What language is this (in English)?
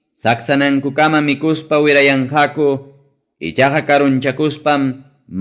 Ayacucho Quechua